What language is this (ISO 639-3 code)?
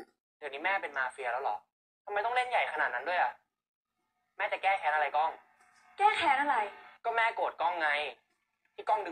tha